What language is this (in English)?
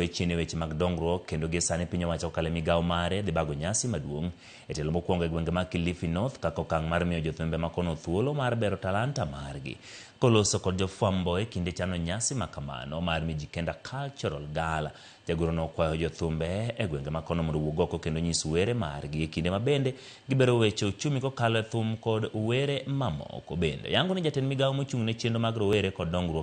Luo (Kenya and Tanzania)